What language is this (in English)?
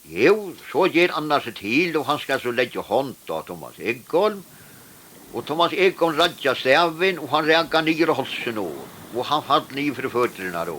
Faroese